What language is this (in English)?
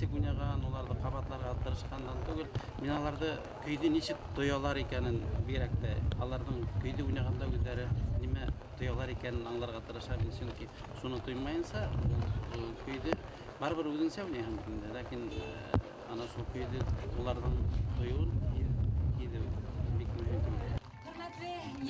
Bashkir